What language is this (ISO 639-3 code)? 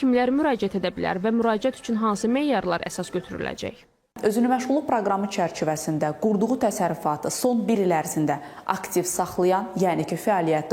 aze